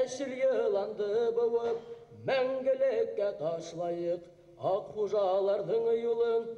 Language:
Bashkir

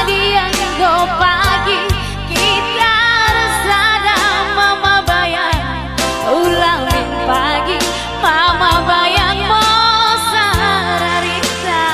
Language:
Batak Karo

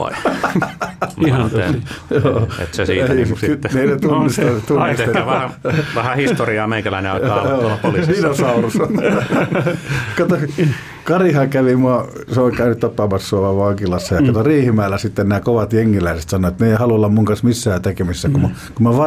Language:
Finnish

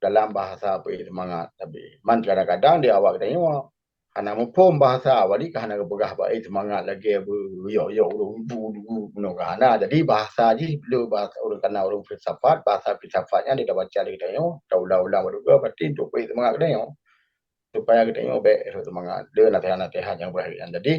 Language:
Achinese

